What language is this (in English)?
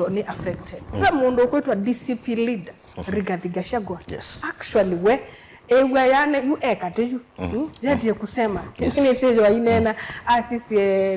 Kamba